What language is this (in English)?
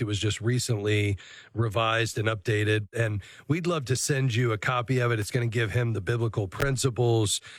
English